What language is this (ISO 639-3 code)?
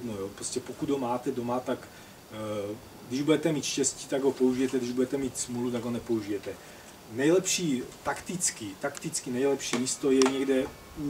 ces